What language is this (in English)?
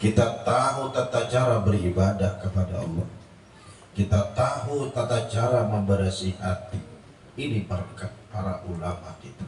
Banjar